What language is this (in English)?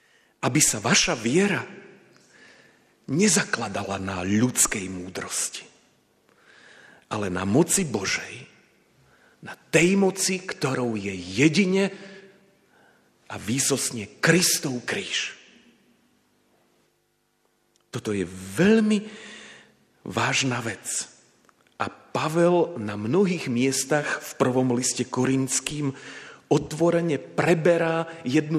Slovak